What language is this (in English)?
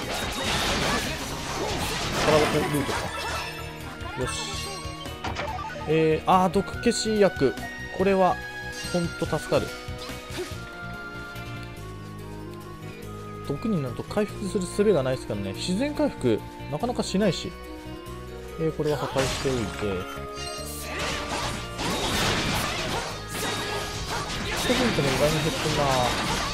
Japanese